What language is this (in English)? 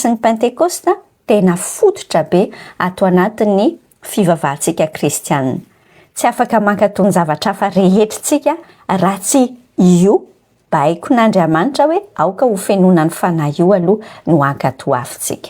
Malagasy